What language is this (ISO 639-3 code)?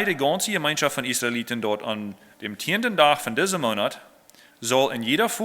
pdt